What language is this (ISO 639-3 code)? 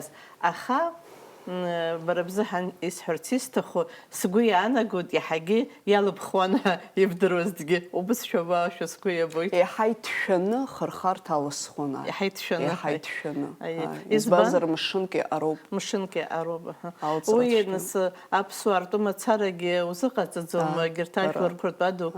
abk